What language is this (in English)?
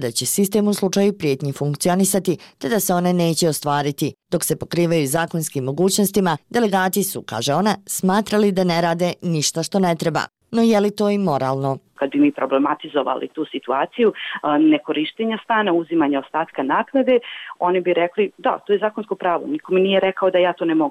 Bosnian